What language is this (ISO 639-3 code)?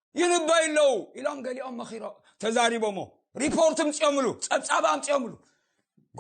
tir